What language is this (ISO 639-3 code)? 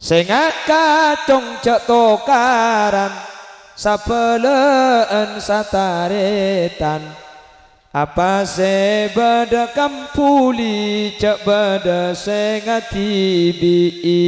mad